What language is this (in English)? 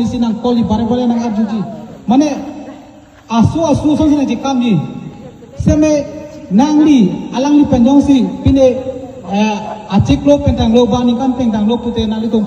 Karbi